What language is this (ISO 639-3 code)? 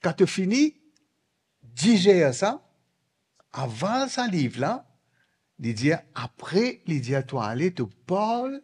mfe